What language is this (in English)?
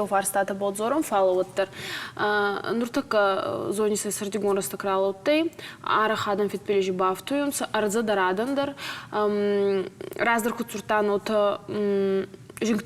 Ossetic